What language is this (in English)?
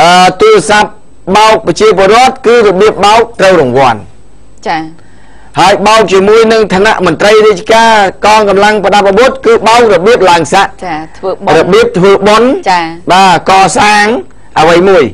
Khmer